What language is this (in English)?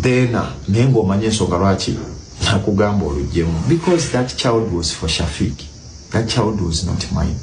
Ganda